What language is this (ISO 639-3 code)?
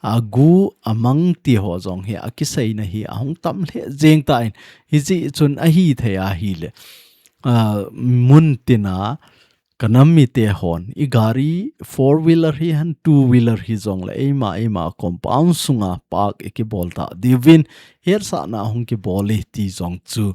tcz